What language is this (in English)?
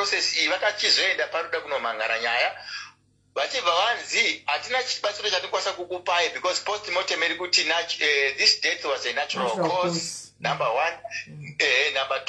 Shona